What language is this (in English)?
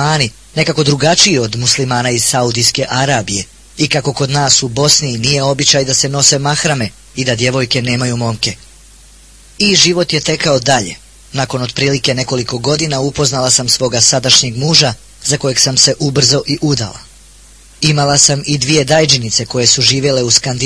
Bosnian